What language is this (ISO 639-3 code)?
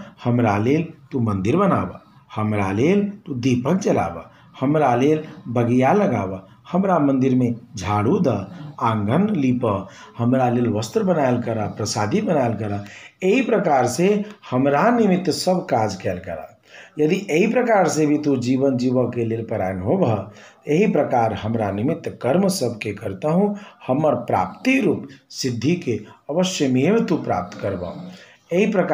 mai